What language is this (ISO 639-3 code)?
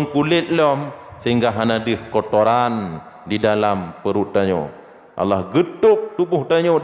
ace